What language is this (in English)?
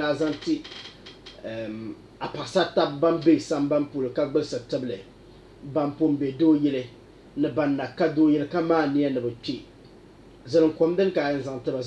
Dagbani